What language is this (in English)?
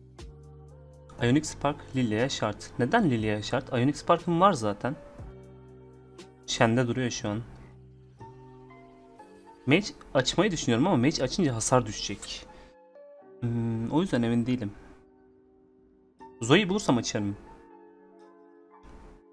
Turkish